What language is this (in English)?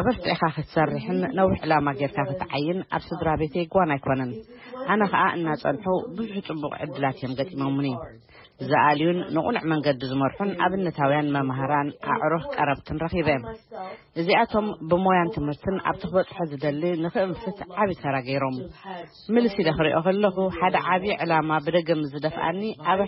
Tigrinya